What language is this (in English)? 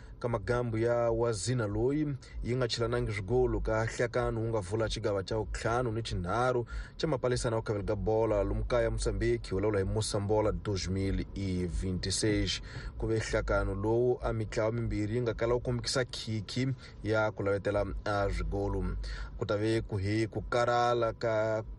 Tsonga